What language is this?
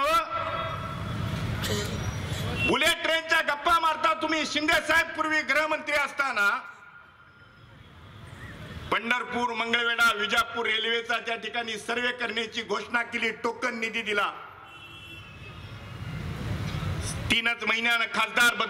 Marathi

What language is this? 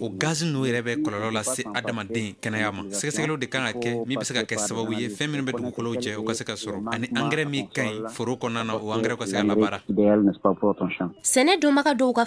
Bambara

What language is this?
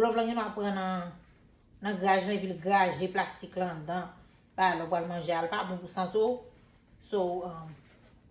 Haitian Creole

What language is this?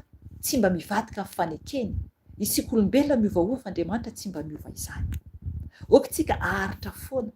Malagasy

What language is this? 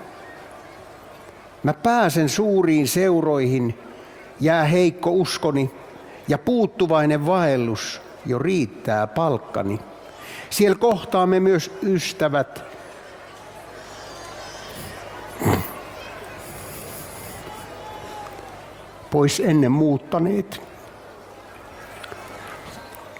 Finnish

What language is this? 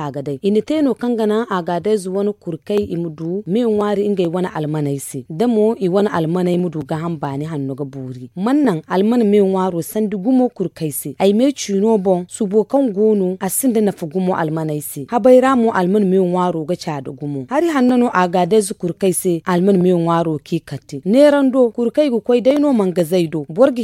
Zarma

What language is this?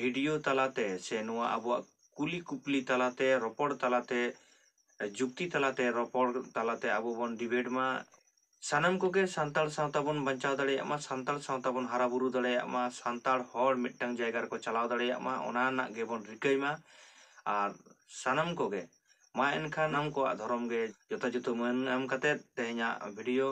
Santali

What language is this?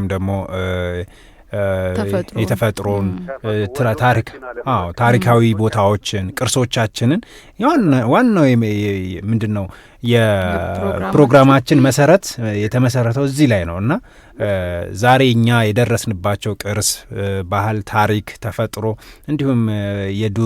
Amharic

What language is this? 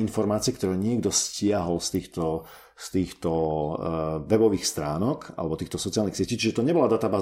Slovak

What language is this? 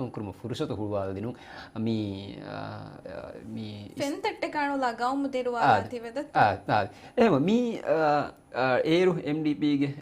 Divehi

